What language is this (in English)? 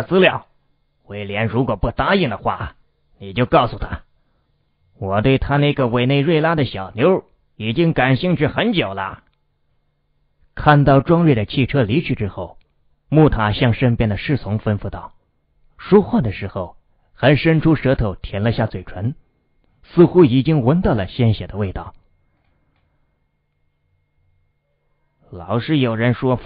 Chinese